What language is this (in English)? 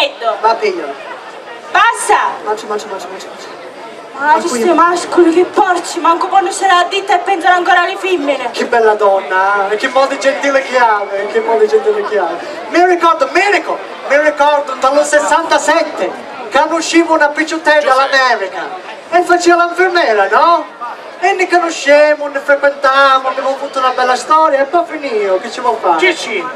Sicilian